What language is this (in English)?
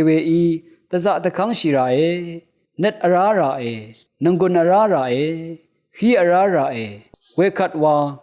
Rawang